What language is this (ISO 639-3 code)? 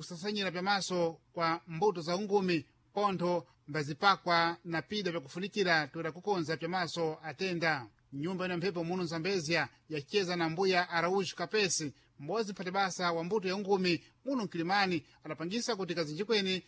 seh